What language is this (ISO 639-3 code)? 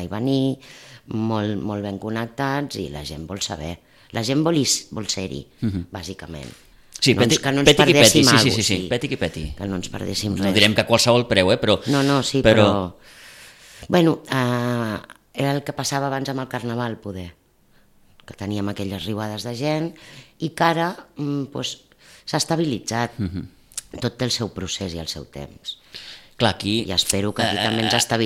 cat